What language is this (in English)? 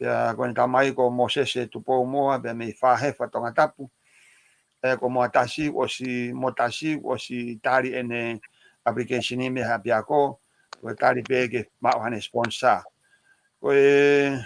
Tongan